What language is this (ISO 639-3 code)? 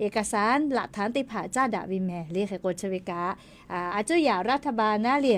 lhu